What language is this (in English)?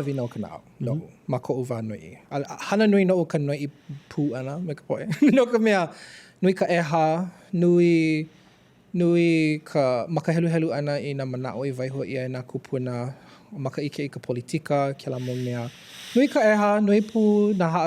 Hawaiian